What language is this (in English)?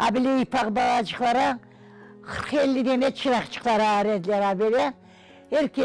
Crimean Tatar